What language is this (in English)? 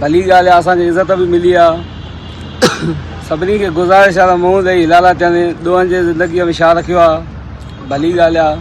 Sindhi